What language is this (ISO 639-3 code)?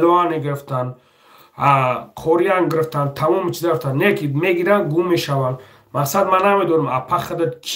tgk